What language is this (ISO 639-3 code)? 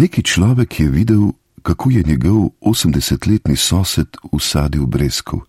slv